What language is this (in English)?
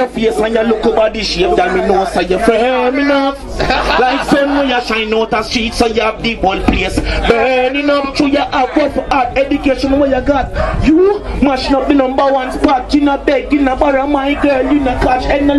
Jamaican Creole English